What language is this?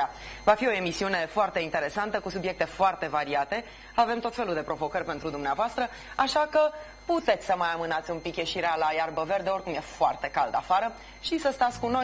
Romanian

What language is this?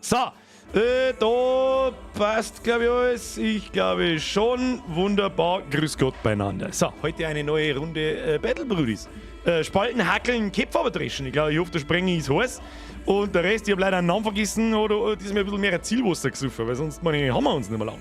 Bavarian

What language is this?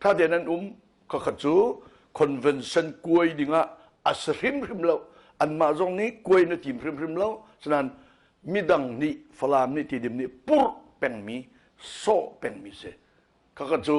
Hakha Chin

